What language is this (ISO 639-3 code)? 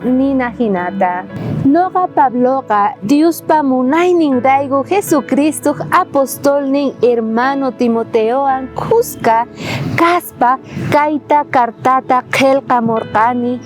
quh